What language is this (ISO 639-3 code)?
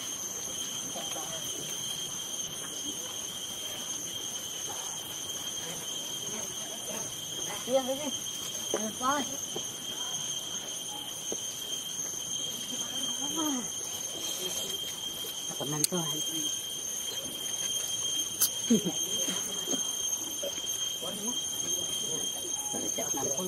vie